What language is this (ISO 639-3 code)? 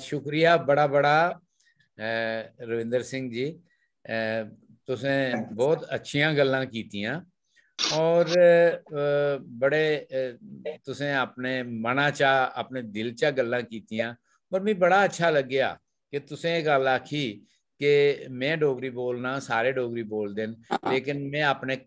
doi